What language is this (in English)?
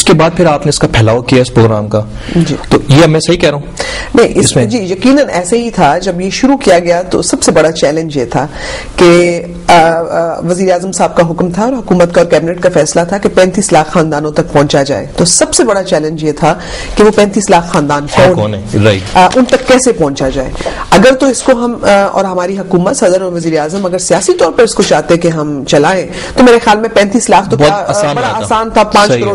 Urdu